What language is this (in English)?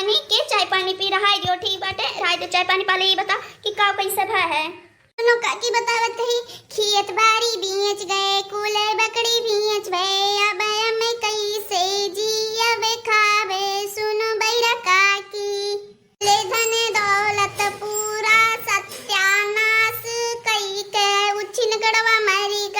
Awadhi